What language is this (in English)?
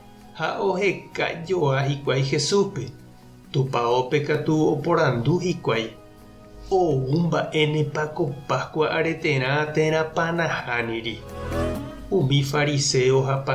Guarani